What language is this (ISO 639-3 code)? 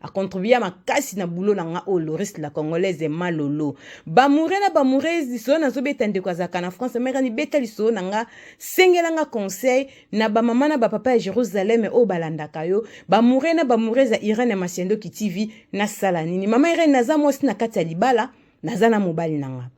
lin